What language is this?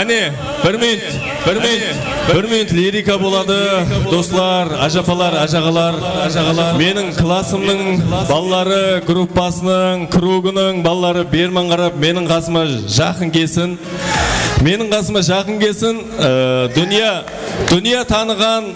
Kara-Kalpak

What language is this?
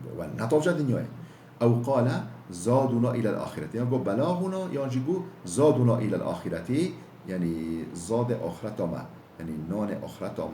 Kurdish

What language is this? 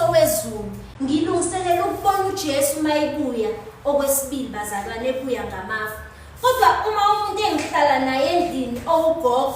Zulu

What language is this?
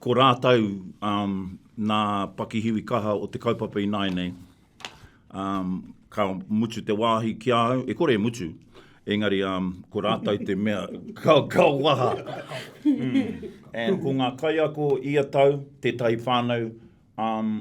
Māori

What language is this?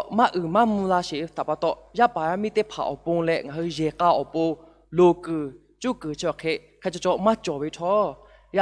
Lahu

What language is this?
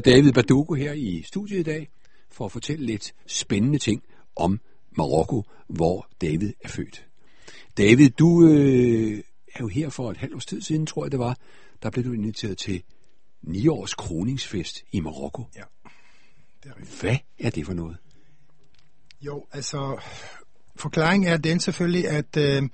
Danish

